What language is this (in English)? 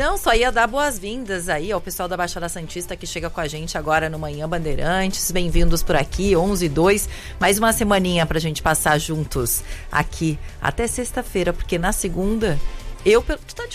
Portuguese